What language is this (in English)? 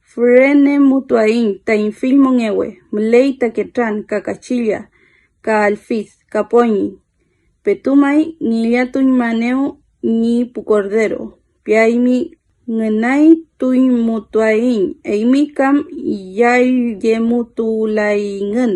Mapuche